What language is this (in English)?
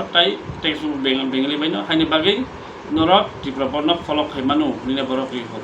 Kok Borok